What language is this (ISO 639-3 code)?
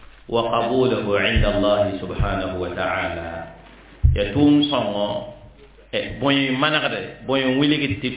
mos